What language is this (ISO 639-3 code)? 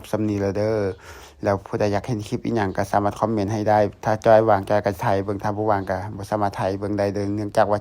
lao